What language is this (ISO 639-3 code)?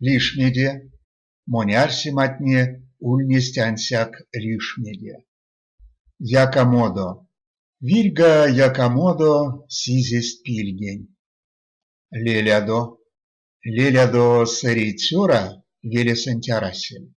myv